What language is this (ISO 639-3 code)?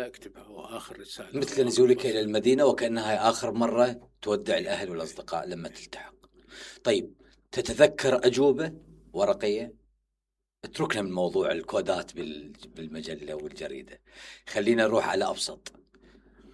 acm